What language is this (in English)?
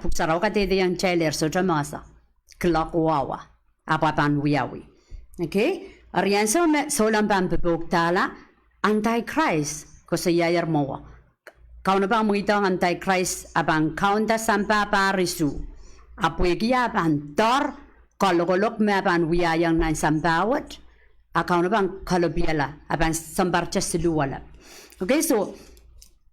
Pohnpeian